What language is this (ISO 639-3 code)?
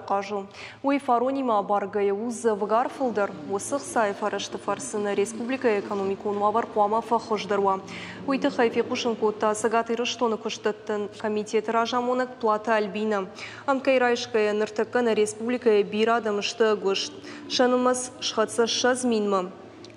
oss